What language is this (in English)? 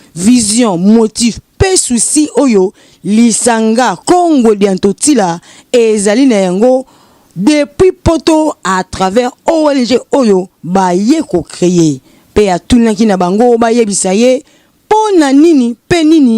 Lingala